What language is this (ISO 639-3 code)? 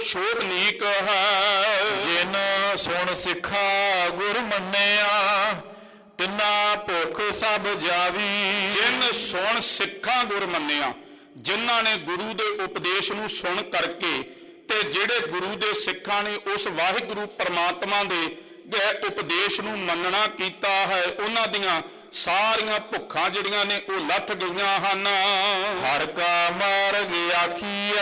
pan